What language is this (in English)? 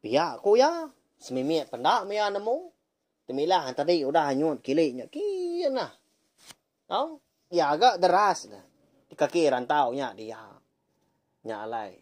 Iban